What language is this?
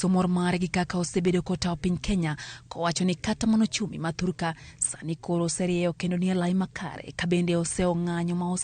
Luo (Kenya and Tanzania)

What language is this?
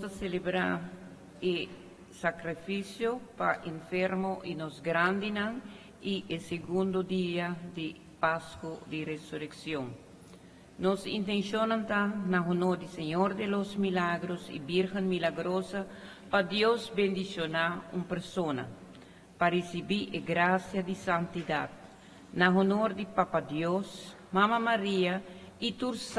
Papiamento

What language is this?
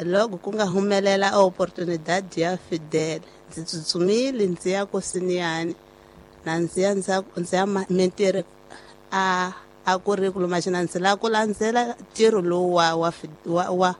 Tsonga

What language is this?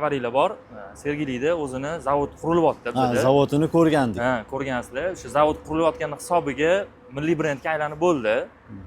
Uzbek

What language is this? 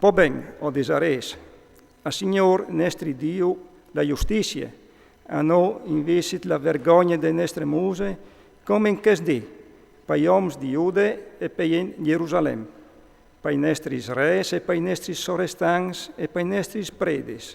Friulian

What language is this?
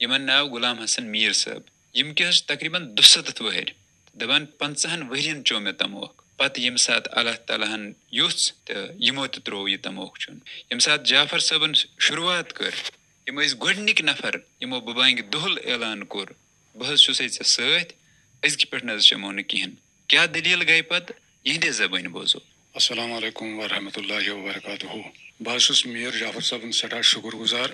Kashmiri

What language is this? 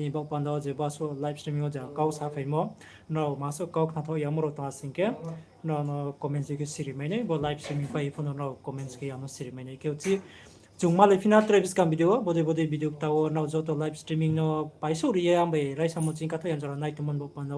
Riang (India)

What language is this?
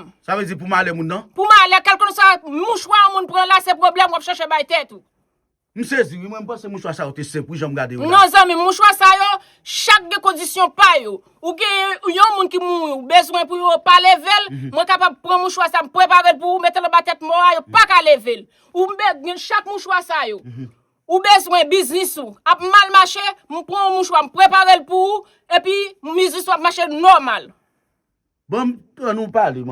Haitian Creole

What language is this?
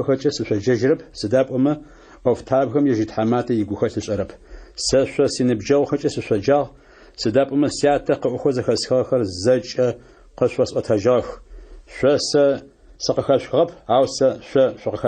Adyghe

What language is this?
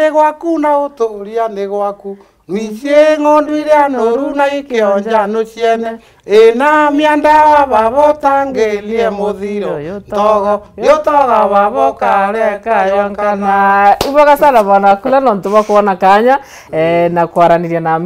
Meru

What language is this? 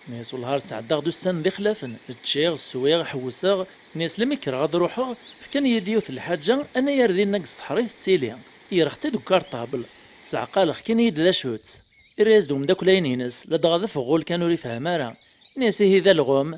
Kabyle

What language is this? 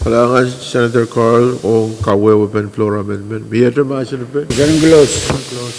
Pohnpeian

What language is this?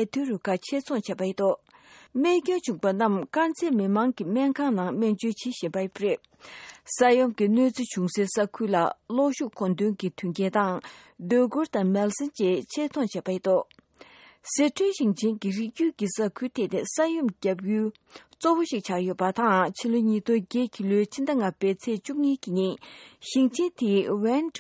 Tibetan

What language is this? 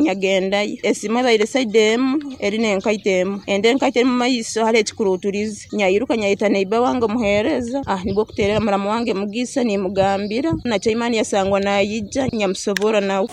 Nyoro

